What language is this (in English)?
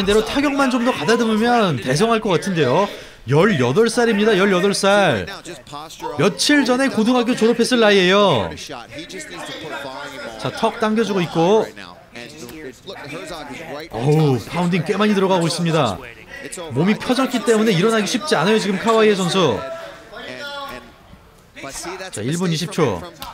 Korean